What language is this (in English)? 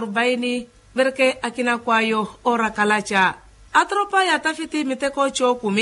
Makhuwa